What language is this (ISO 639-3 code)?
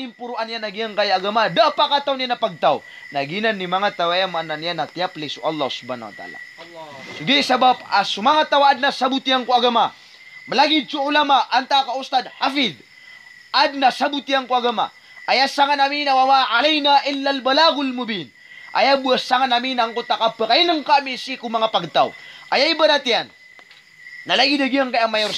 mrw